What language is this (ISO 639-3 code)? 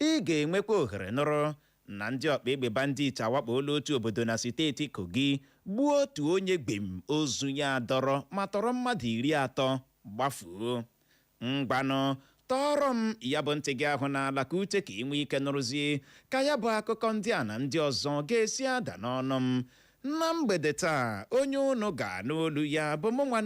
ibo